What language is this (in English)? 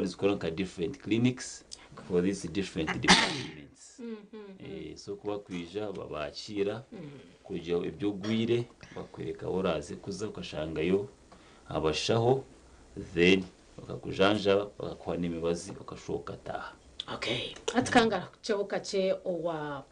Nyankole